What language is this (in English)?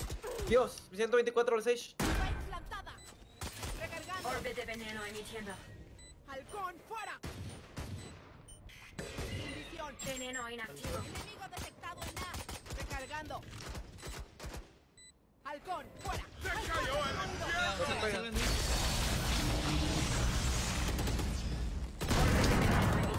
Spanish